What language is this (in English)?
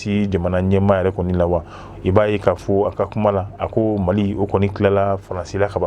Bambara